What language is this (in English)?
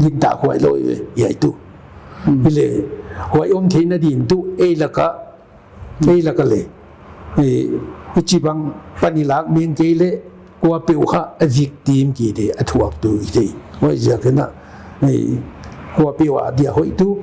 Paite Chin